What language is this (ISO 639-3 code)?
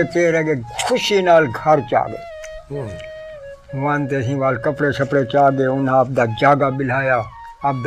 skr